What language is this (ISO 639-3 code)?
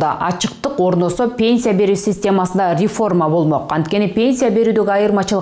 kir